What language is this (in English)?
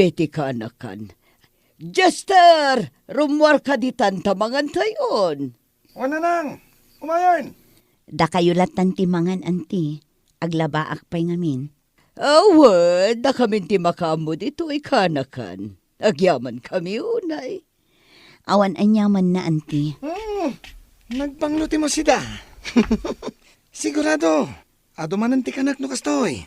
Iloko